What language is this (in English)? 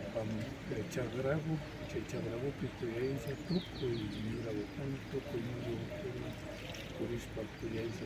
Imbabura Highland Quichua